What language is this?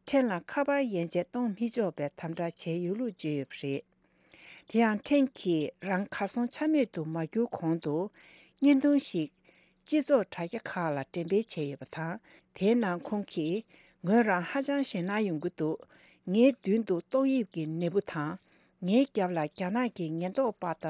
Tibetan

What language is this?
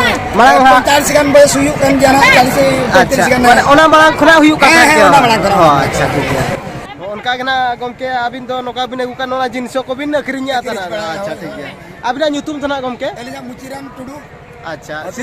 Santali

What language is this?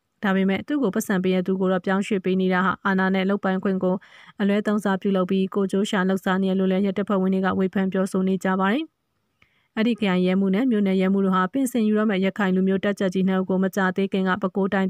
Burmese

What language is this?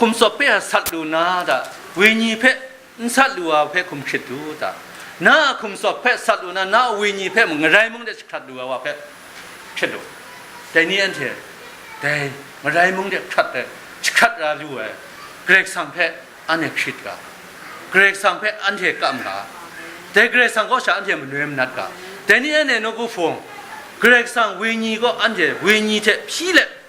Kachin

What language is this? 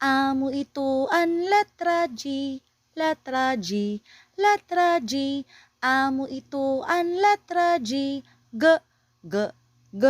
Waray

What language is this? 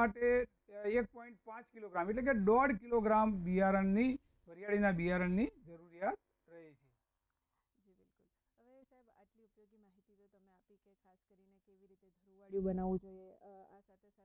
Gujarati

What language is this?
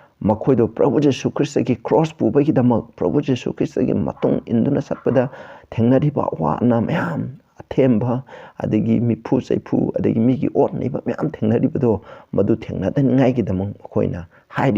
Manipuri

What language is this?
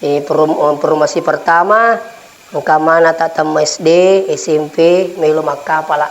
Buginese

